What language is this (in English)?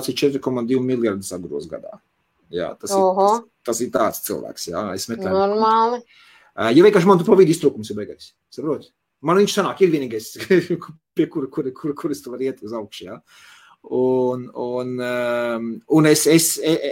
Latvian